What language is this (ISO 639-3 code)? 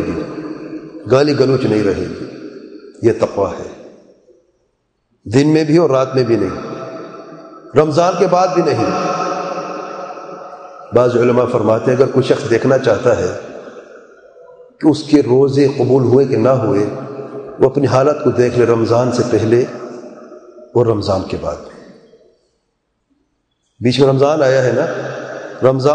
urd